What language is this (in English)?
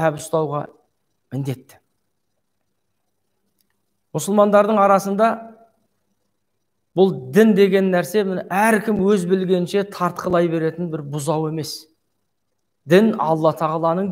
Kazakh